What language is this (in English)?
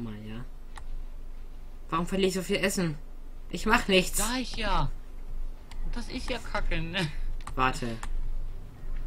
German